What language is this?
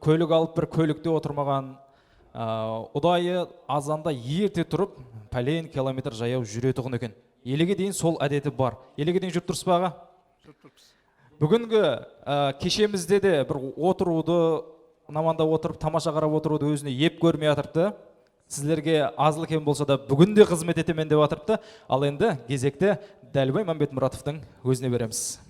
Kara-Kalpak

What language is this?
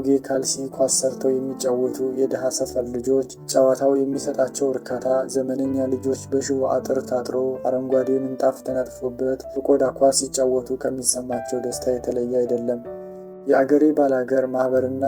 Amharic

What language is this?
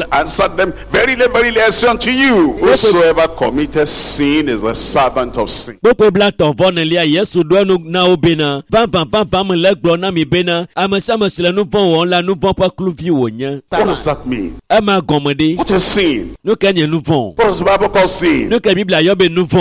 Ewe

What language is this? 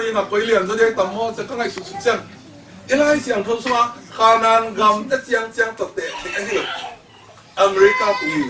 Tedim Chin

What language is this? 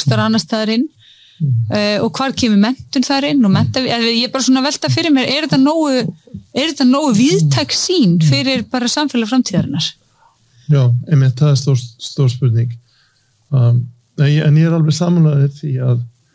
Icelandic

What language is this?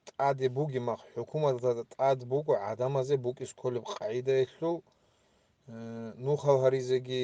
Avaric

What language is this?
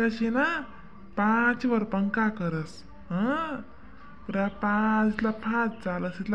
Khandesi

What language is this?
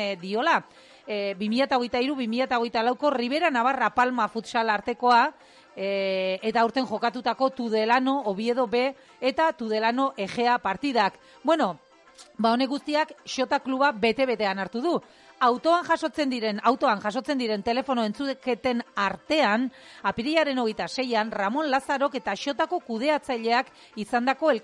Basque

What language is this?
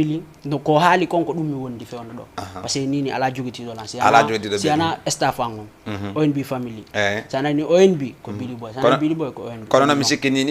Fula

